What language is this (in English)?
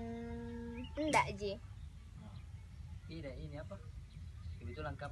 Makassar Malay